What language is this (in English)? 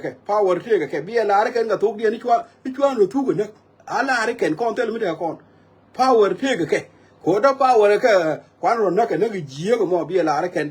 Nuer